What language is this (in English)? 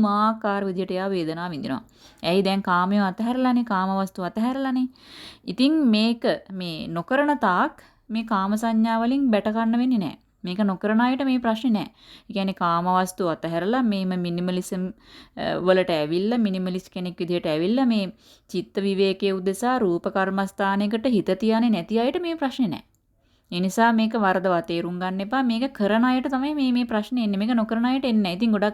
Sinhala